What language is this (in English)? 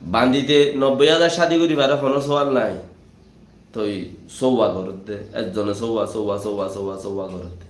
Rohingya